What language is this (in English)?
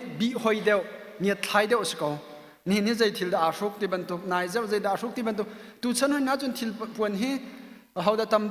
Hakha Chin